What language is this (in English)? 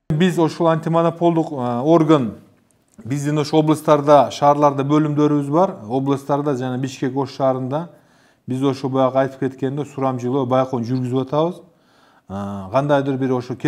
Kyrgyz